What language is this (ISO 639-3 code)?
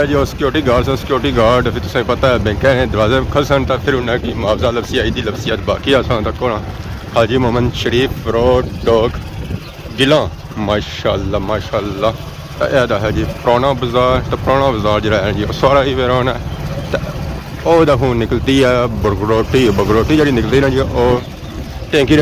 phr